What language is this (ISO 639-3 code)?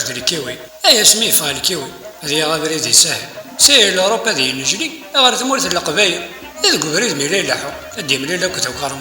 kab